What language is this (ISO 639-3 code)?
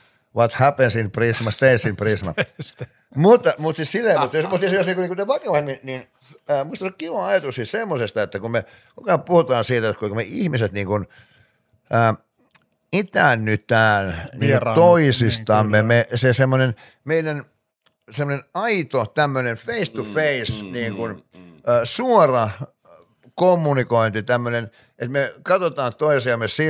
fin